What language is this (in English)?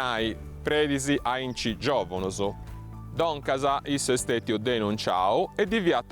Sardinian